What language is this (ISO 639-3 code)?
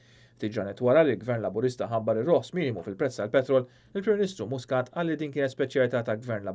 mlt